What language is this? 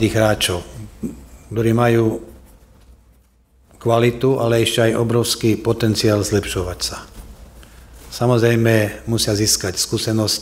Slovak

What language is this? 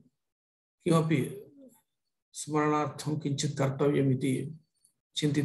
Sanskrit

